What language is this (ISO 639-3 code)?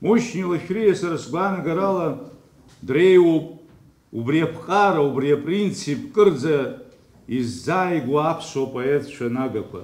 abk